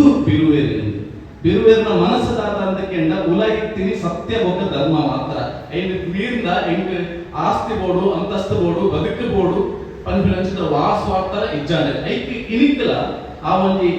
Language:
Tulu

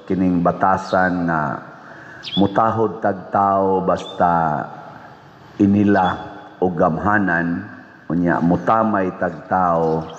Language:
Cebuano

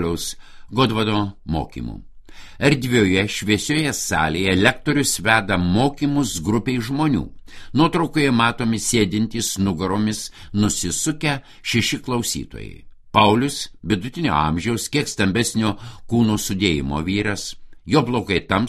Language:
Lithuanian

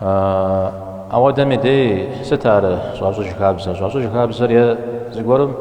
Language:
Kabardian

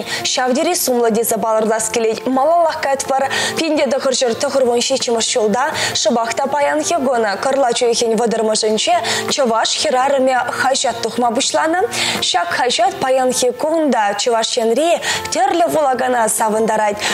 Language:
Chuvash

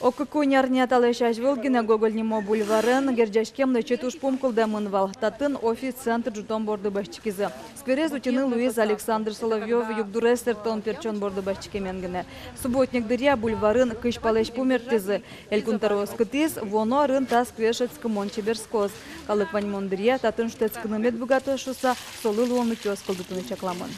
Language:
Udmurt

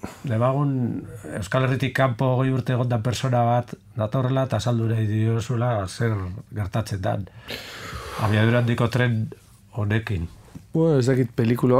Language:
Basque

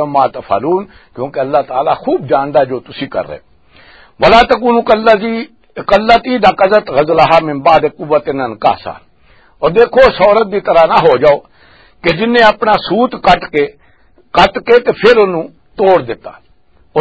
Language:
Western Panjabi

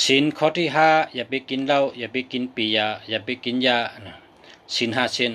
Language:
Shan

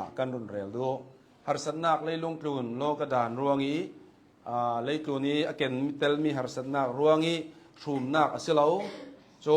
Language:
Hakha Chin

